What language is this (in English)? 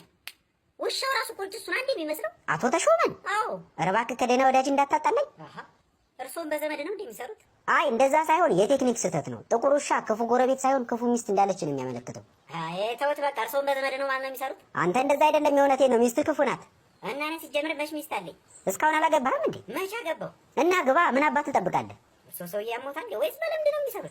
Amharic